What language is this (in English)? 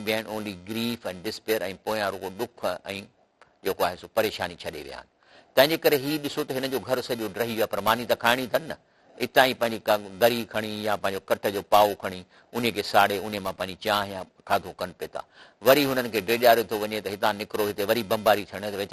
Sindhi